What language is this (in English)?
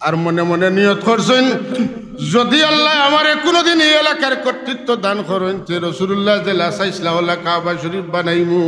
Sylheti